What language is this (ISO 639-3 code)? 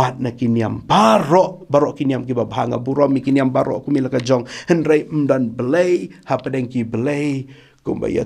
kha